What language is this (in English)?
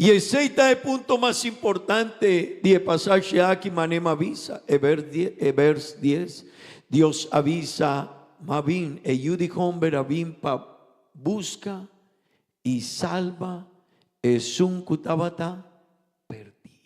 Papiamento